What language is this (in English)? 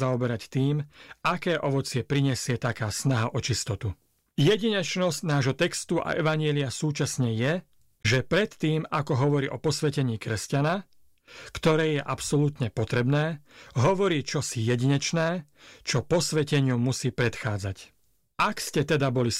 Slovak